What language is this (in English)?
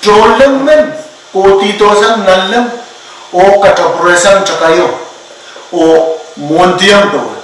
Pohnpeian